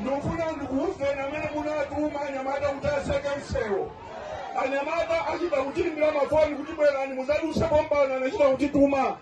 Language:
Nyanja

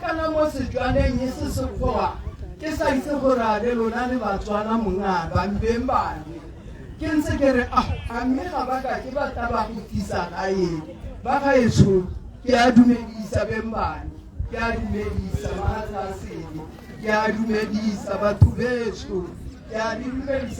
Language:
Tswana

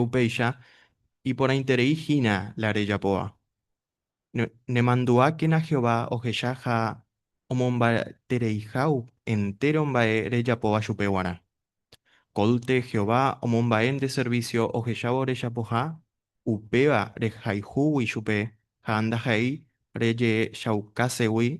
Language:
Guarani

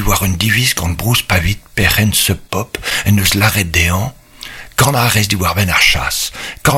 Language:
Breton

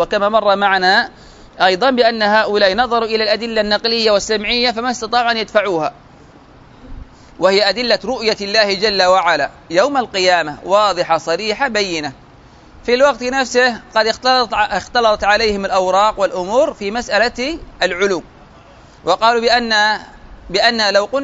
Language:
Arabic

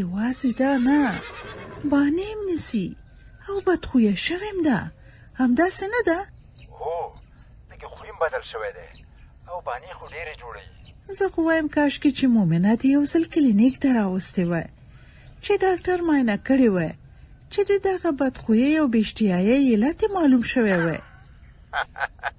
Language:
Pashto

